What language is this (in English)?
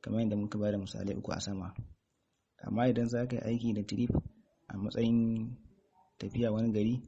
Hausa